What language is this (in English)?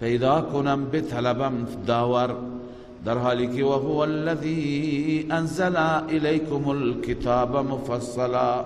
Persian